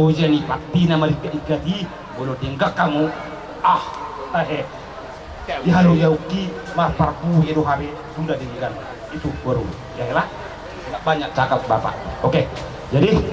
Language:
Batak Toba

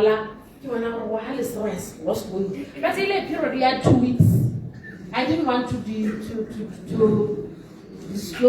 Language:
Tswana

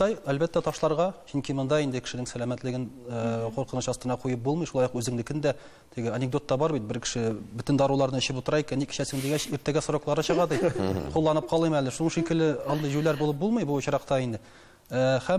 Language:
Tatar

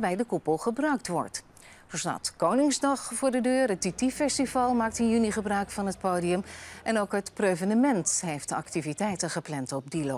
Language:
Dutch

